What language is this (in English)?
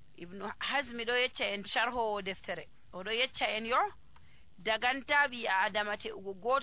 Nigerian Fulfulde